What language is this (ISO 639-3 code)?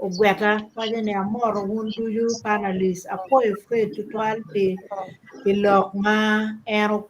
ach